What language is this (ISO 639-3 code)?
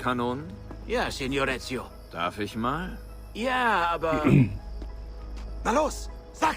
bar